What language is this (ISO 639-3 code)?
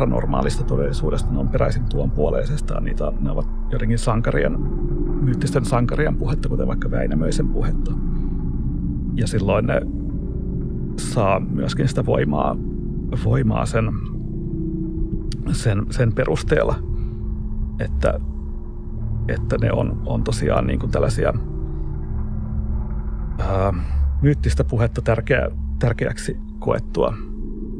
fin